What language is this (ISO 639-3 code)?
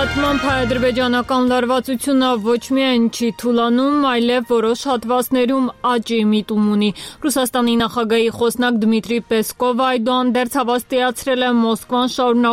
hye